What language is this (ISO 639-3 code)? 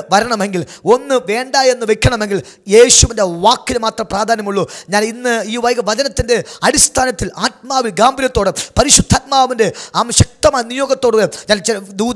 mal